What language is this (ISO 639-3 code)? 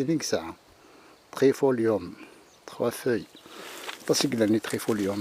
kab